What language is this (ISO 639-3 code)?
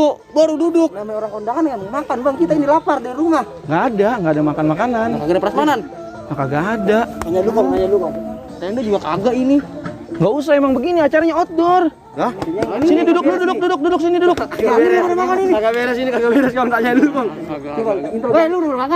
bew